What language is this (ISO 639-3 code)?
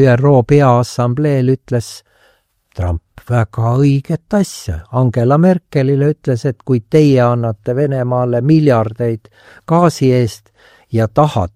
est